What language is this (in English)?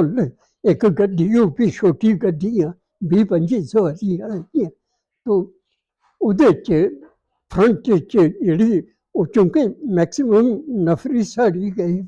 Dogri